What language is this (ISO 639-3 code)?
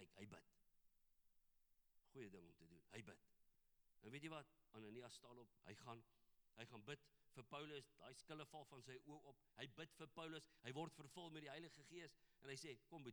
afr